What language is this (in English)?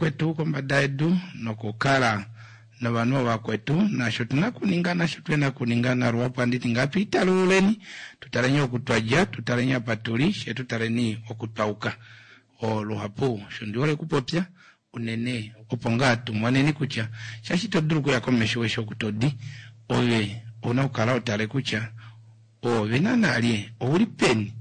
Kuanyama